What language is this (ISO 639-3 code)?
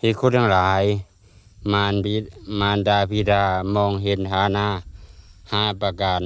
lao